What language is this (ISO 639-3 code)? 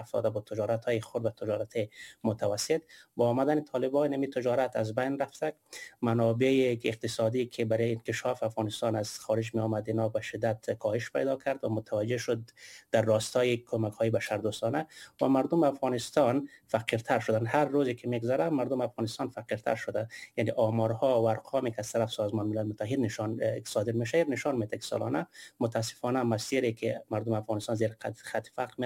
fas